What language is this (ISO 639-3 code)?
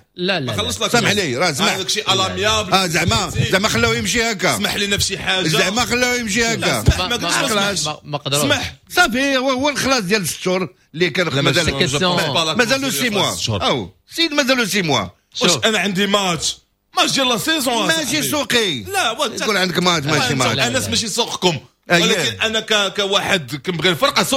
ary